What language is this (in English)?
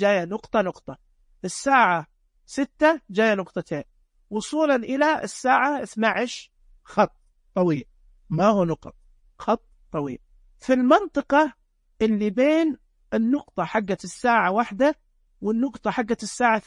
Najdi Arabic